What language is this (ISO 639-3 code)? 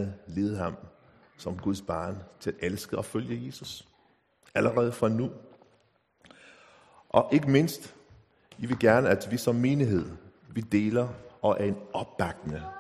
dan